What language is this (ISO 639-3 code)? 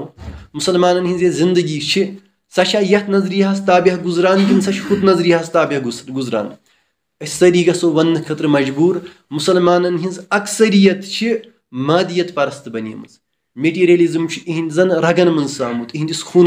kas